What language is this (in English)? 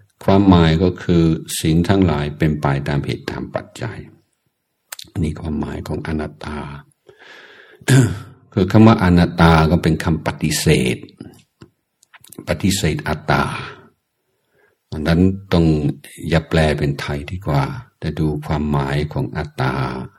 Thai